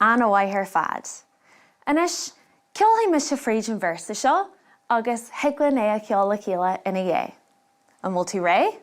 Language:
Irish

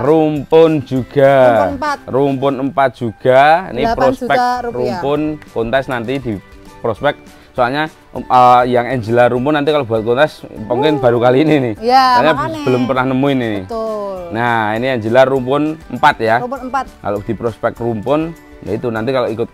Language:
Indonesian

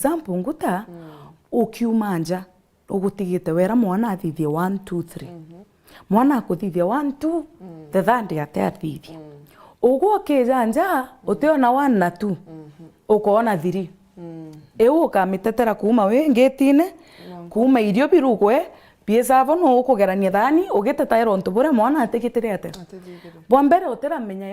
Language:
Meru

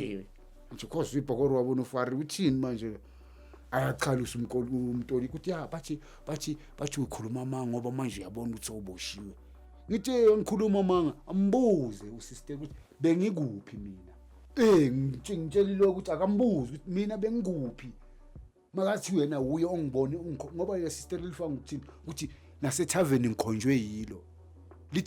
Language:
Zulu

